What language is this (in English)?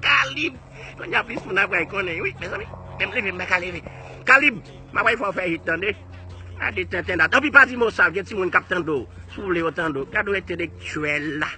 Haitian Creole